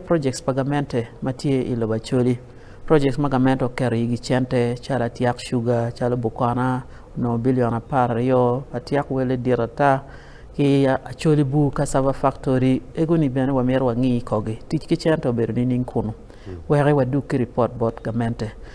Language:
Acoli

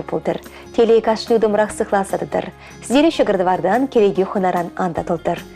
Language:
Chuvash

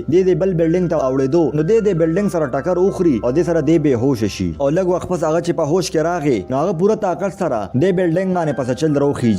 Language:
Pashto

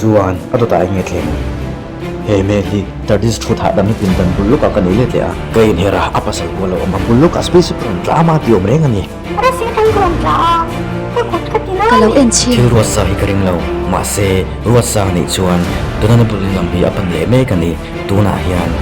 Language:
Mizo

